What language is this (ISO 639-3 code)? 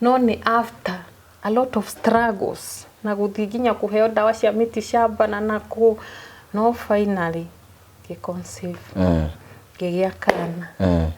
kik